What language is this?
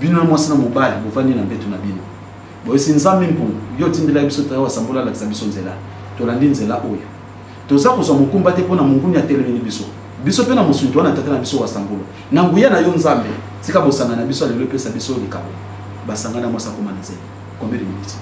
Lingala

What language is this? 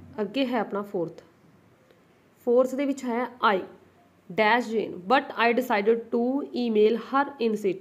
Punjabi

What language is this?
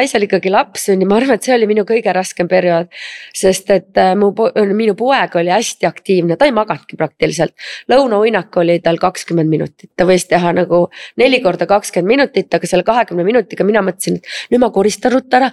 Estonian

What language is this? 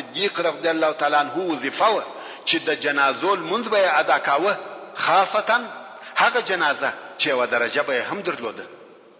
Pashto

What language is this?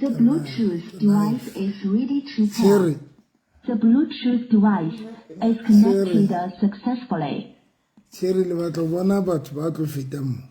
Southern Sotho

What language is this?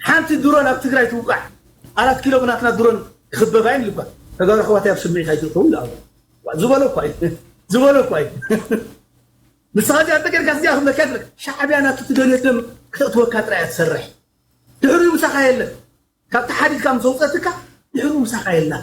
Tigrinya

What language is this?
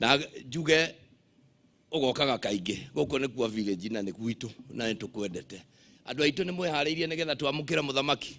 Kikuyu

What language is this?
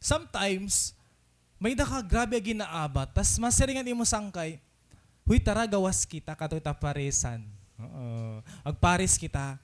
Waray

